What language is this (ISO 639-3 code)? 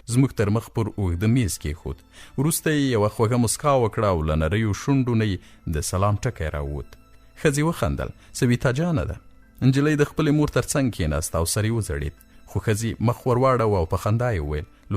pus